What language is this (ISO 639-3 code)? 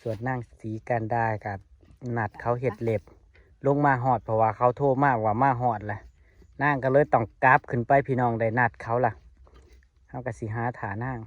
tts